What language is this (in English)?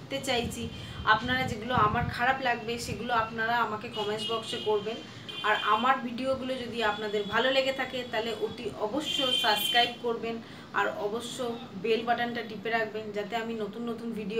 Bangla